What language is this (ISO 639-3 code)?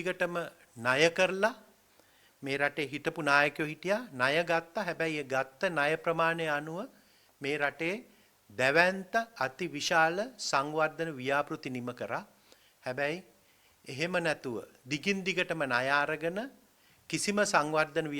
sin